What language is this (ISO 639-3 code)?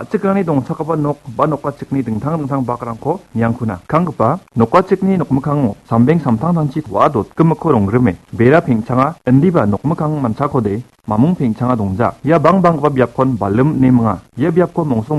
grt